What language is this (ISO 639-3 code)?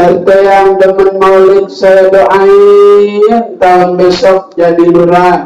bew